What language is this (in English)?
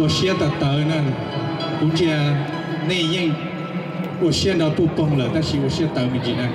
Hmong